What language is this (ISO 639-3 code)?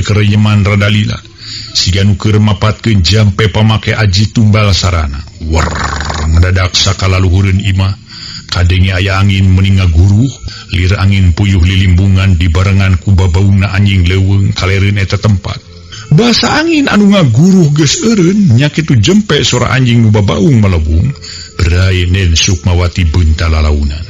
sun